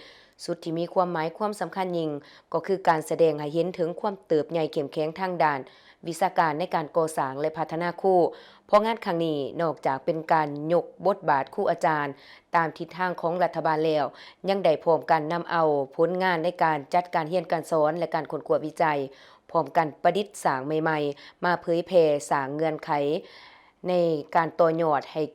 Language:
Lao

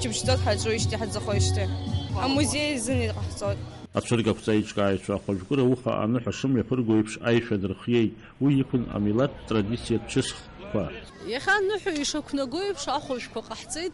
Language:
Abkhazian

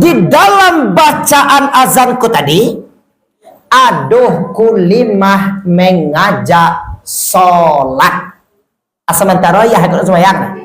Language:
Minangkabau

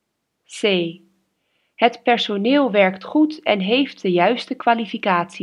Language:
Dutch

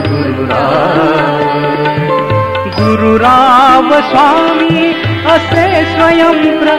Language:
Marathi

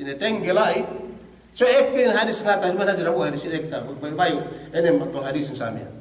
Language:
Yakan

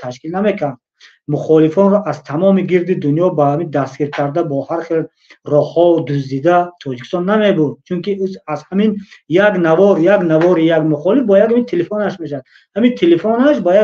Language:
Tajik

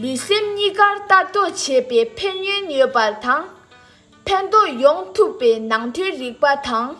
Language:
Tibetan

